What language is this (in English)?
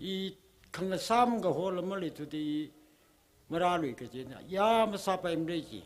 Tangkhul Naga (India)